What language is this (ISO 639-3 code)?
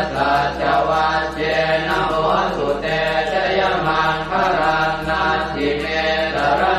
pli